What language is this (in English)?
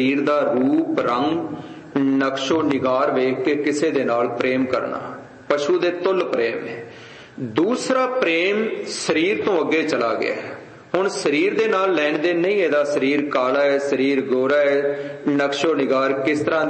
Punjabi